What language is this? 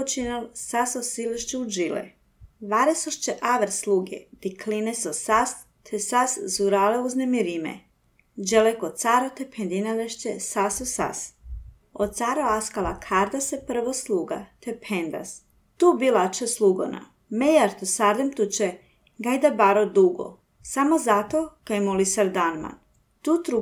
Serbian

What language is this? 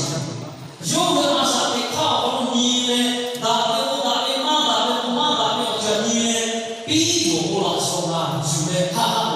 Lahu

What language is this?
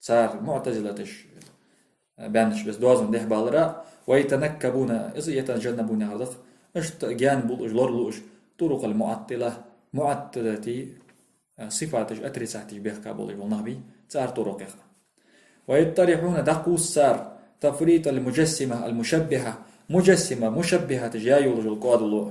Ingush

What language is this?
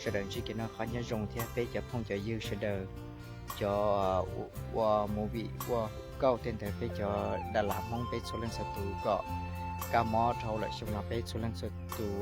Hmong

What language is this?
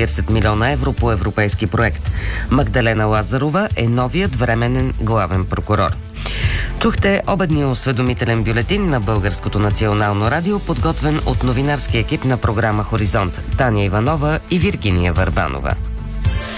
Bulgarian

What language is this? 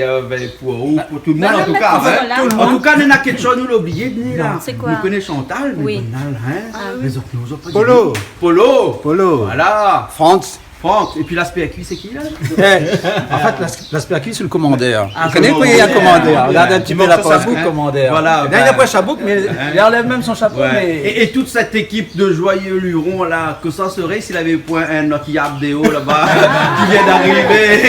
Réunion Creole French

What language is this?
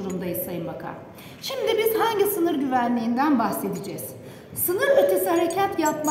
Turkish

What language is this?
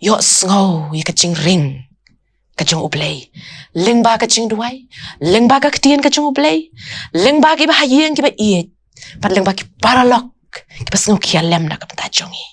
Khasi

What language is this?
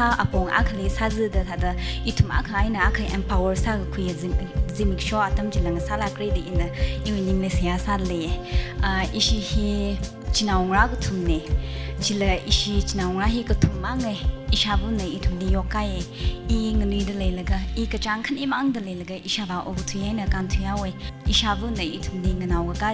Tangkhul Naga (India)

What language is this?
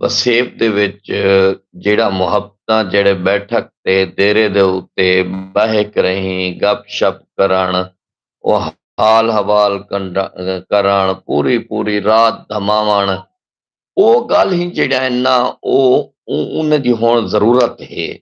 Saraiki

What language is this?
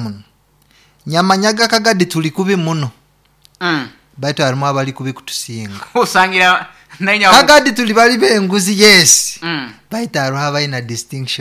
Nyoro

